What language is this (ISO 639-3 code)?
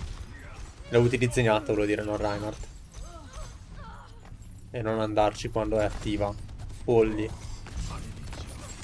ita